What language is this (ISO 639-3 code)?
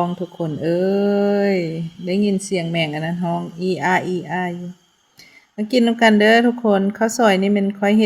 lao